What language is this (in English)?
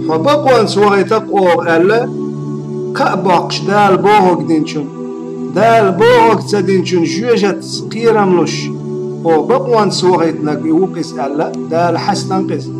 Chechen